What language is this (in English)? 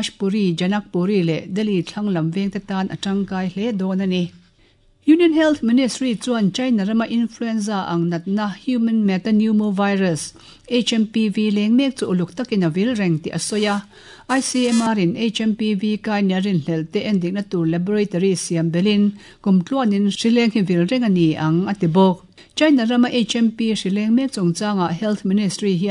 Mizo